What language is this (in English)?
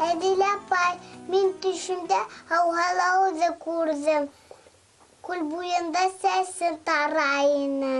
Bashkir